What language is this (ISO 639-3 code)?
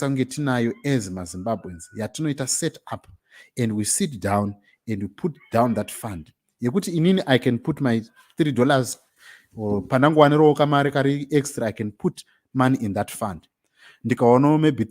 sna